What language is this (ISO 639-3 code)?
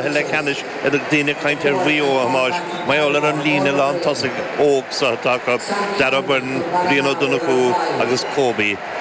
gle